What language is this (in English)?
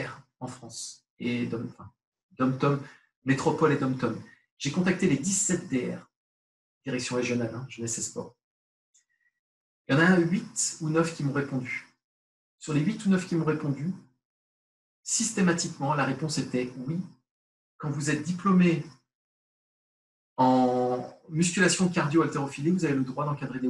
French